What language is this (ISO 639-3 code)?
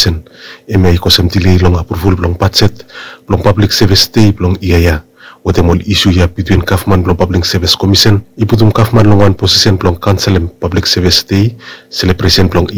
bis